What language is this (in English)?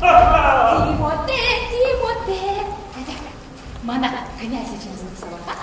Chuvash